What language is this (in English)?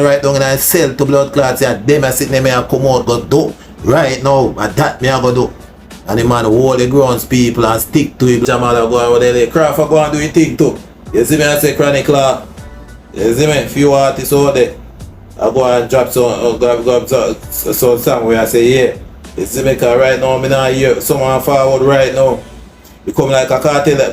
Jamaican Creole English